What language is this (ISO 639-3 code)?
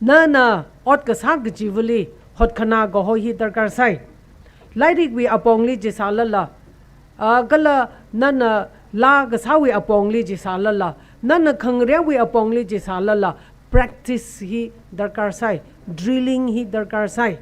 nmf